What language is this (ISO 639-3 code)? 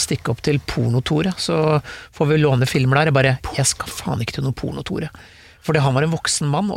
nor